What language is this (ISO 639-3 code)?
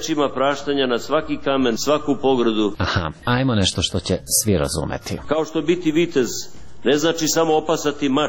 srp